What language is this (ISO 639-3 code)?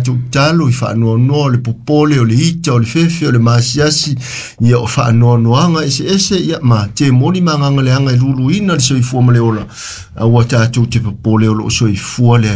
smo